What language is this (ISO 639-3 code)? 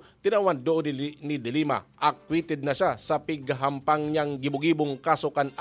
bik